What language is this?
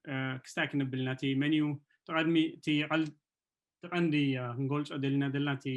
Tigrinya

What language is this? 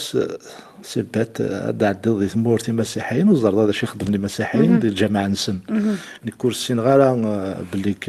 Kabyle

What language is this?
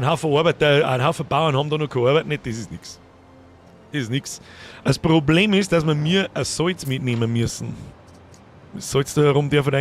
Bavarian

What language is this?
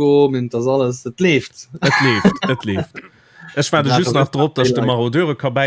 Luxembourgish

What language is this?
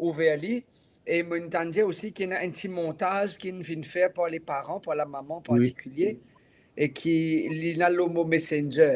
Morisyen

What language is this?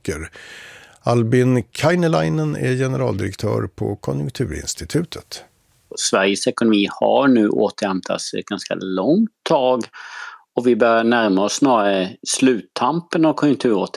Swedish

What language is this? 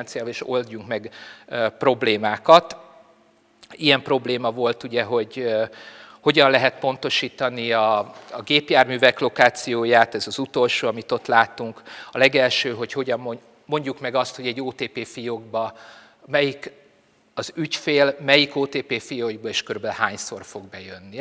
Hungarian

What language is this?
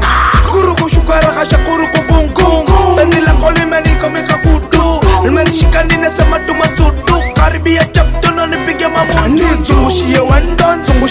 Swahili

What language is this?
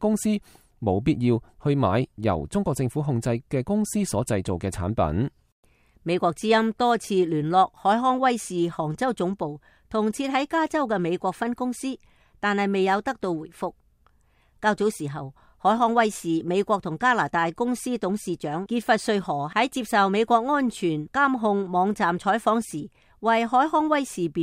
Cantonese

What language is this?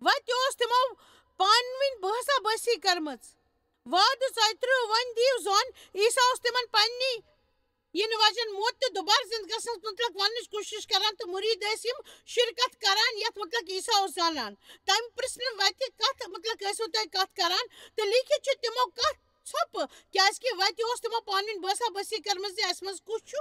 Kashmiri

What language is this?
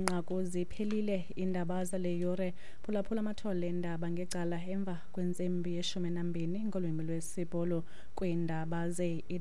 Xhosa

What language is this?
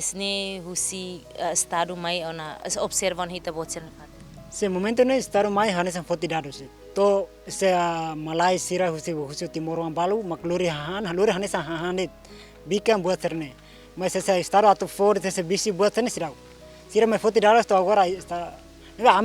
Tetum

